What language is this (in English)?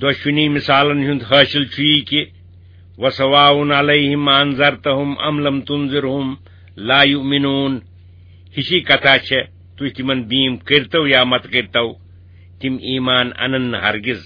Kashmiri